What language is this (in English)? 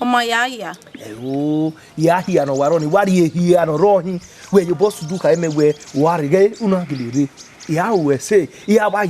Bini